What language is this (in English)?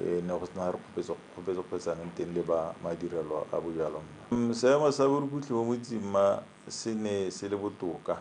Tswana